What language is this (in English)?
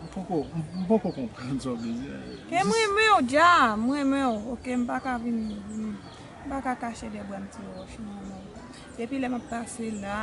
Haitian Creole